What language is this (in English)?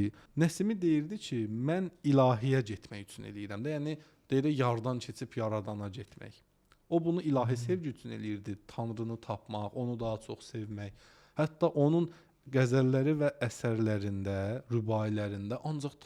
Azerbaijani